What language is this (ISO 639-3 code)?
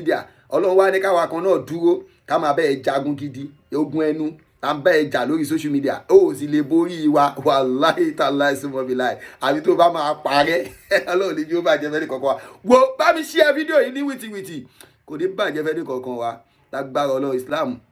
yor